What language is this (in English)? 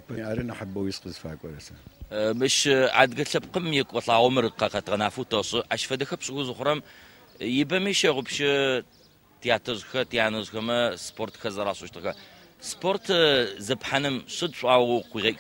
Adyghe